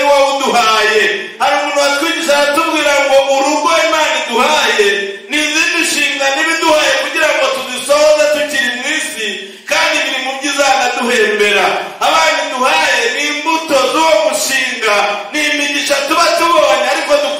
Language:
Kinyarwanda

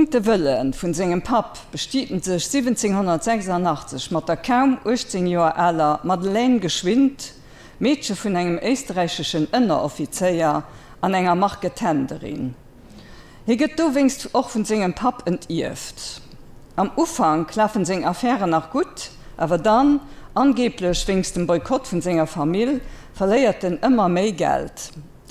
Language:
Luxembourgish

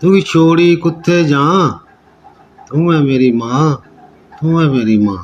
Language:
Dogri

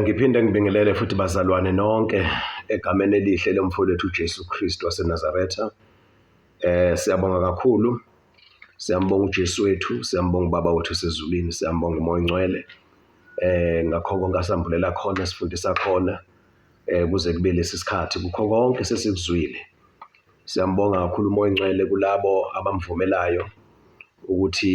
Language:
Zulu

